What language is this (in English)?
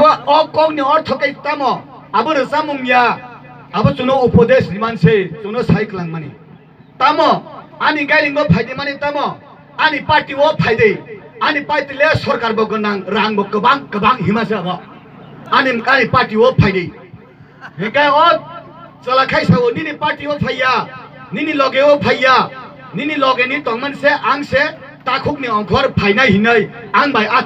Kok Borok